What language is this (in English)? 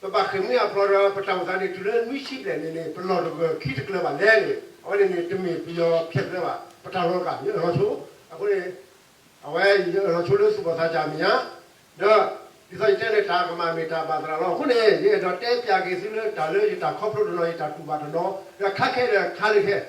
S'gaw Karen